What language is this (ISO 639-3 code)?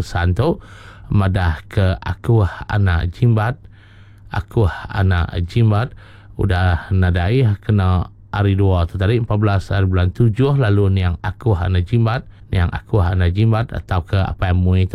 iba